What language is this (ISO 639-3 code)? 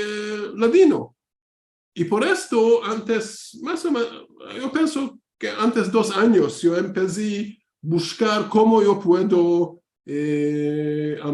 lad